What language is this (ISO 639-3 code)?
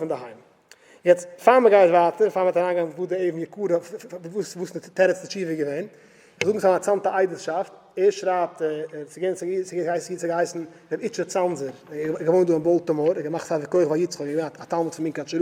yid